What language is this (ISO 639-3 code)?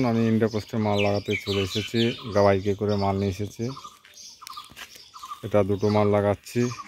ben